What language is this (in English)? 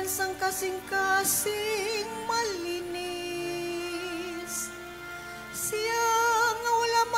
Cebuano